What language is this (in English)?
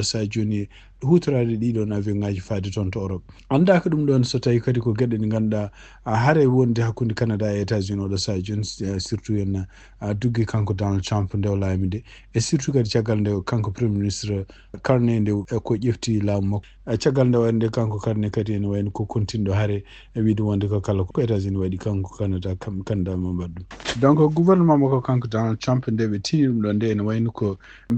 Fula